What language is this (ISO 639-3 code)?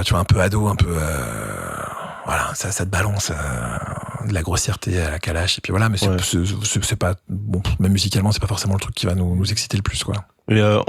fra